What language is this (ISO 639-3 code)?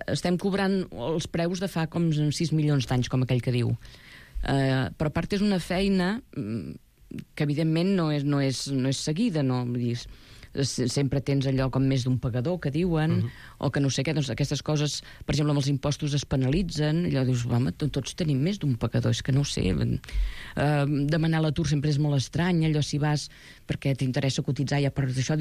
cat